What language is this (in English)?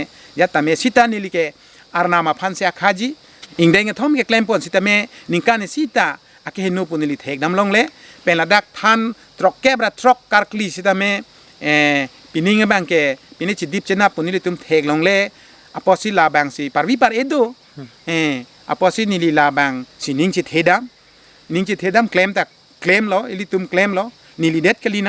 Karbi